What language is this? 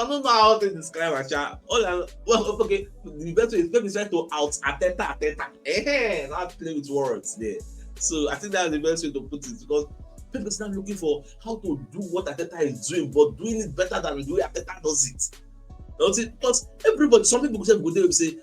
Nigerian Pidgin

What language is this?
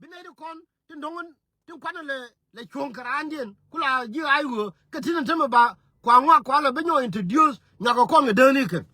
Nuer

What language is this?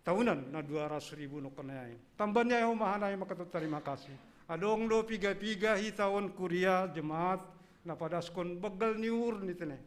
Batak Simalungun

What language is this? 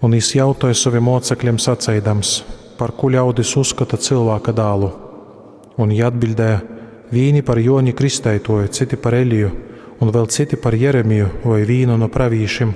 Latgalian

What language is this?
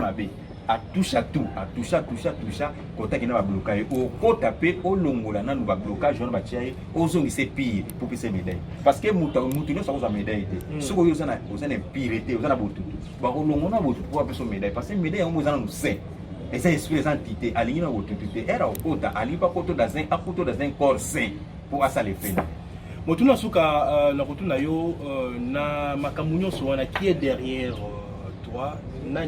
Lingala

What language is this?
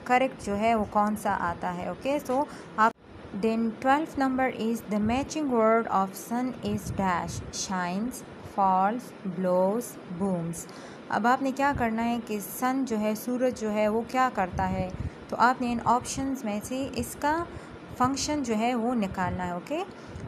Hindi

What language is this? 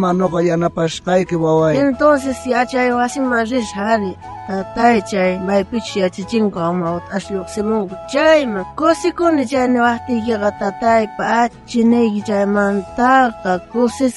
South Bolivian Quechua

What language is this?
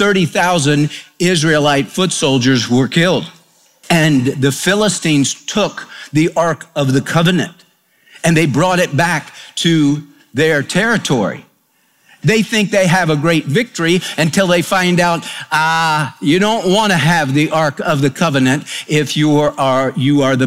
English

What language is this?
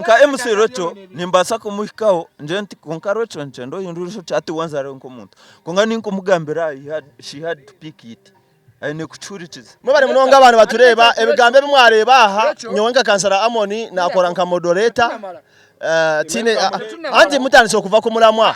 Nyankole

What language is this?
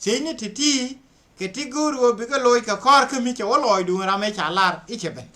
Nuer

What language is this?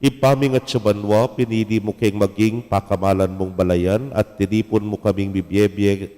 Pampanga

